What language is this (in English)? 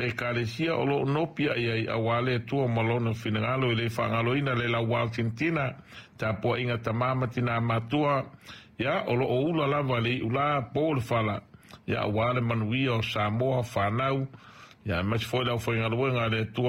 Samoan